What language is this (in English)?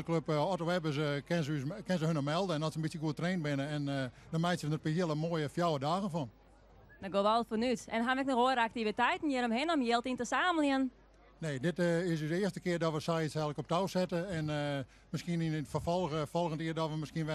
Western Frisian